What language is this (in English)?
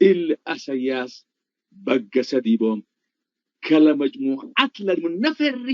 Tigre